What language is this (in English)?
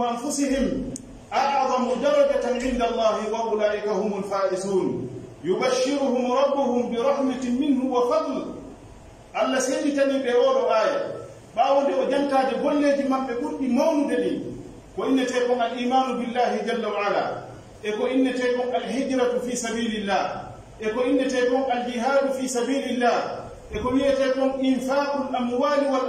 Pular